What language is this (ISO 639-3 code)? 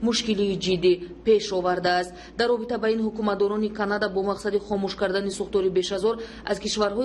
tgk